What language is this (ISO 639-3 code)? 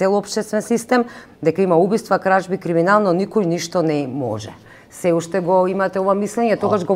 mkd